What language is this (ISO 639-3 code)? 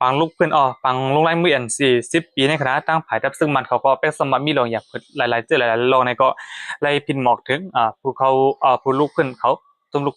shn